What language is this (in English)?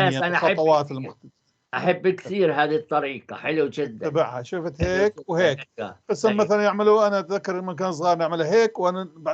North Levantine Arabic